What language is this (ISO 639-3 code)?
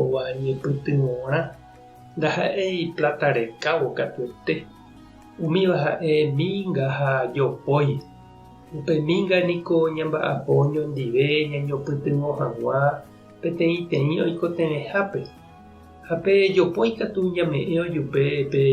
grn